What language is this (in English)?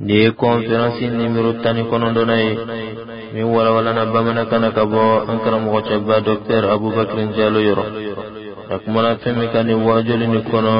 Dyula